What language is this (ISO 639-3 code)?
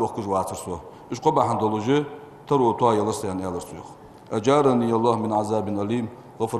inh